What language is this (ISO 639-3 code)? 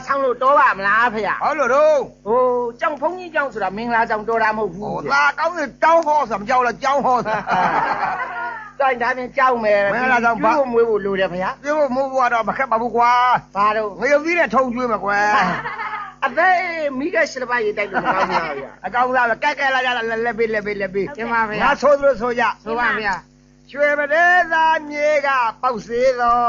mya